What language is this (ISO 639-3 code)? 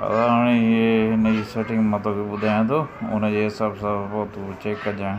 snd